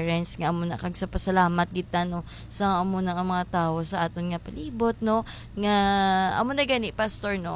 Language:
Hiligaynon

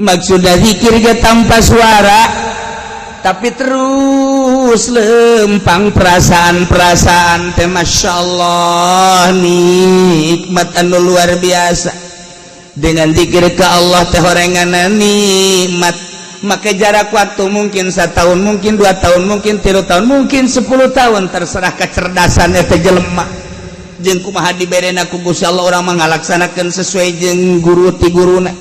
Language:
Sundanese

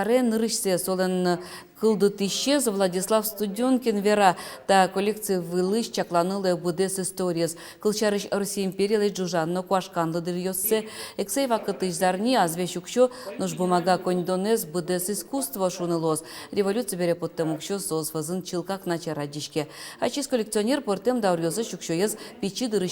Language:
Udmurt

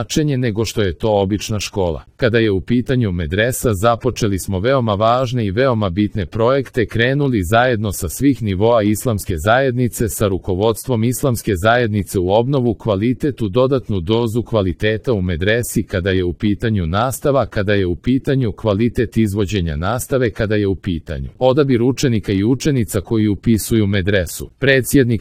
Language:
Croatian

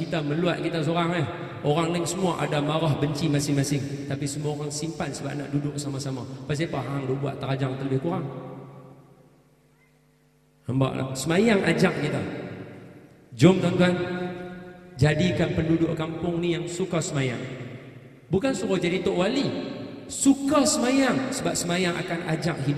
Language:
Malay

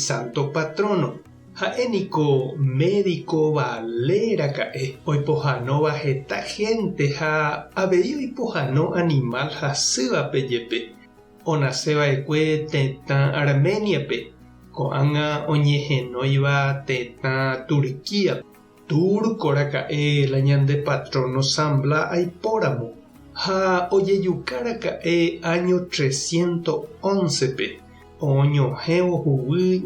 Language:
Guarani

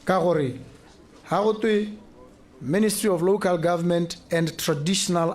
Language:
Tswana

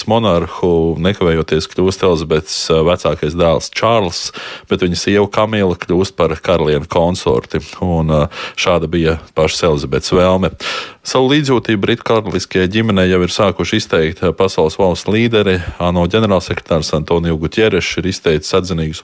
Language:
Latvian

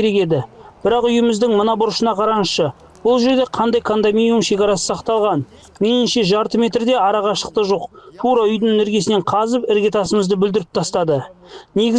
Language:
Kazakh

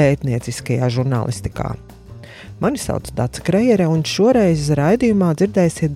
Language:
Latvian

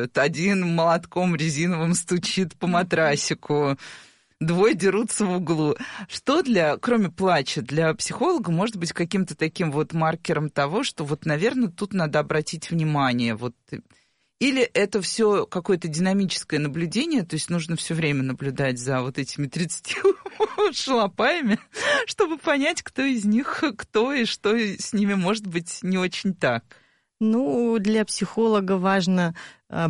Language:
Russian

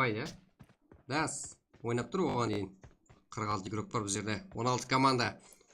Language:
Kara-Kalpak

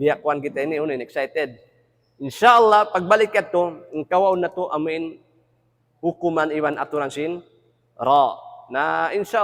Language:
Tausug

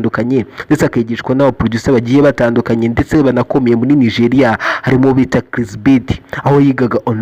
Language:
Kinyarwanda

